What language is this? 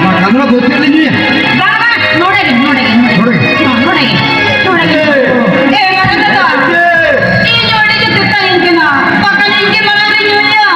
Santali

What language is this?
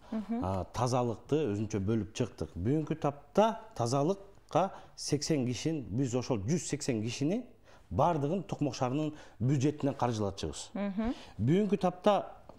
Kyrgyz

